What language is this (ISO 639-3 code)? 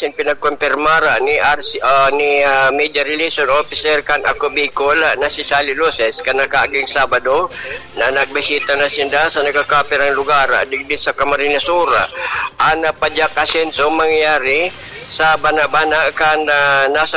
bik